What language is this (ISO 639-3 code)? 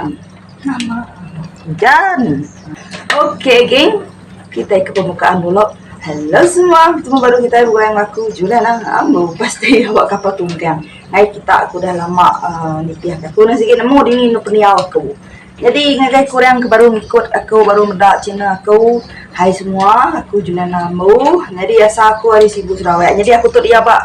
iba